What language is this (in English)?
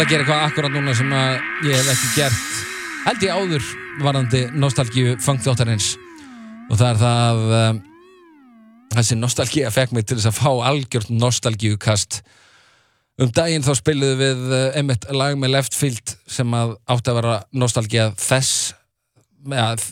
Icelandic